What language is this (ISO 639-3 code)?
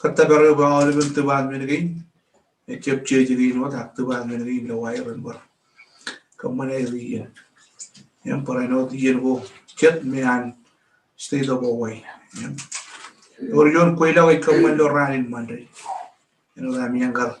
mah